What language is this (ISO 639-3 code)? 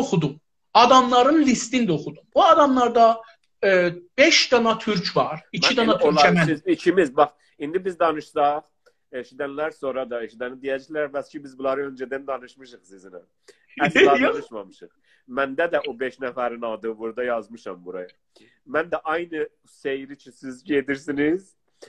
azb